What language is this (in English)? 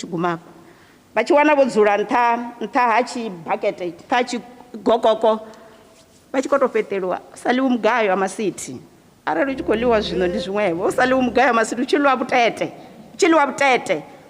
Venda